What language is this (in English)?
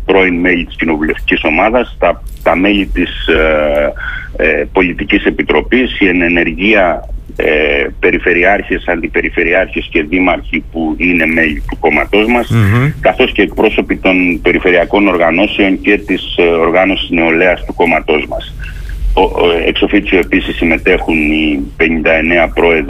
Greek